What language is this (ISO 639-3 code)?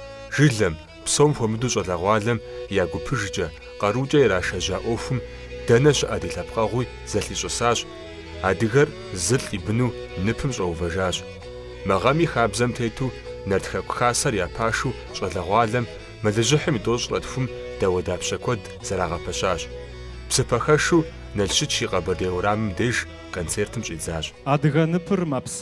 kbd